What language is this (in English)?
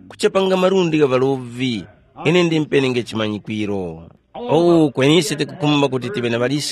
Tumbuka